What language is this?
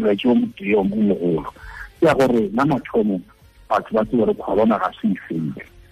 Tswana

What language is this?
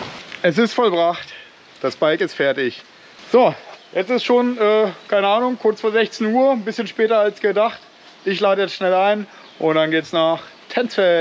German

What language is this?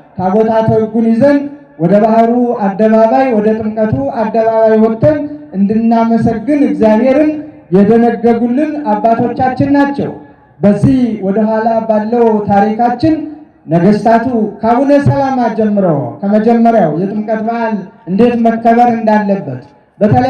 Amharic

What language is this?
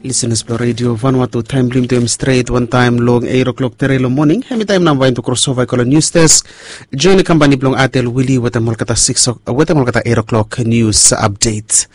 Bislama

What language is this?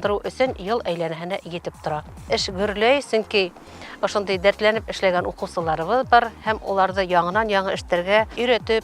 Bashkir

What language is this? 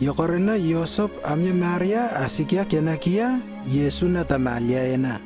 Lewo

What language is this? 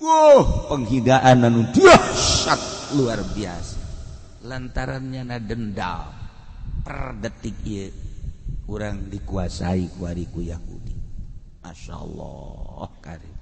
Sundanese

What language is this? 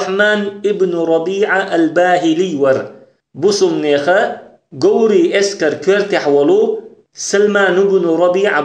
Chechen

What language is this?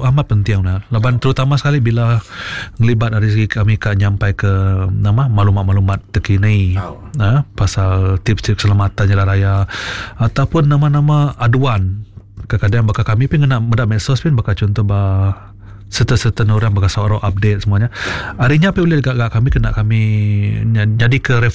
Iban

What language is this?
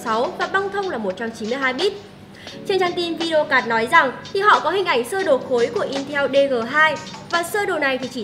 Vietnamese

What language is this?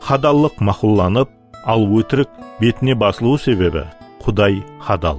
Kara-Kalpak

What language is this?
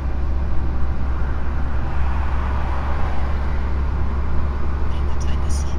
Bulgarian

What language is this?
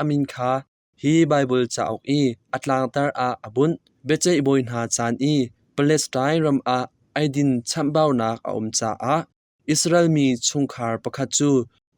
Hakha Chin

